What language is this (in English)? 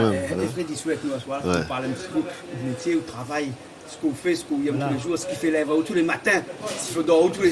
Réunion Creole French